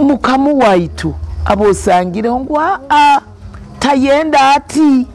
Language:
Nyoro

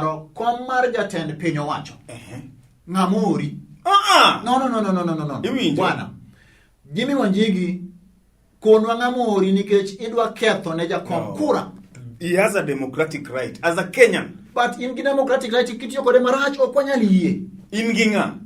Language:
Luo (Kenya and Tanzania)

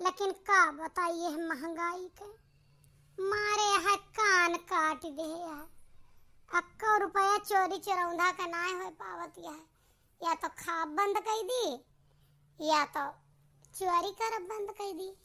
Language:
Awadhi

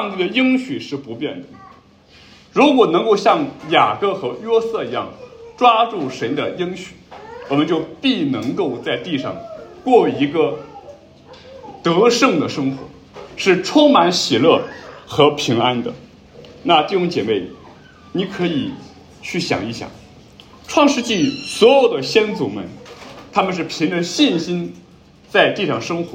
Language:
Chinese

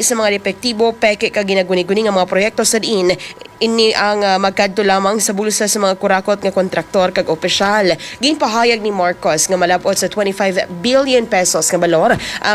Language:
Hiligaynon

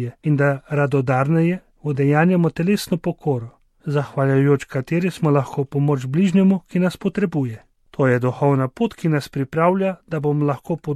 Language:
Slovenian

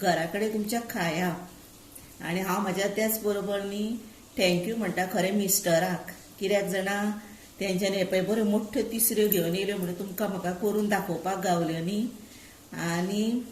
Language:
Konkani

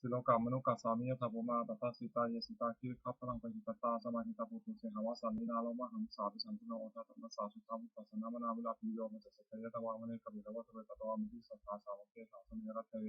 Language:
Pali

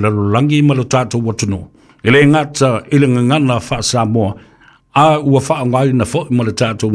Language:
Samoan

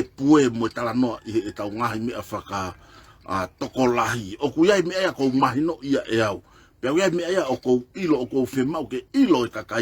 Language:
Tongan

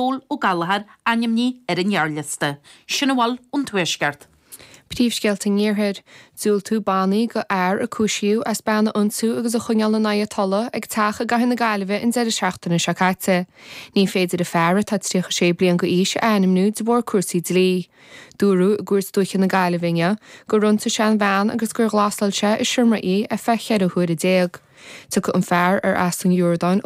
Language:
Irish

